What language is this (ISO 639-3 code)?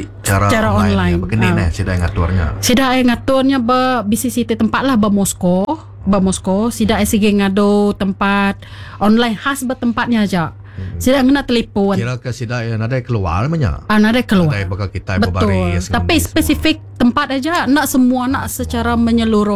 iba